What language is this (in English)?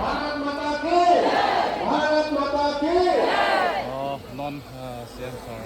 Karbi